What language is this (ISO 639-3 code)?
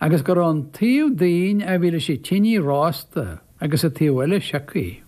gle